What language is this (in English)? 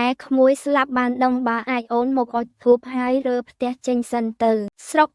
Khmer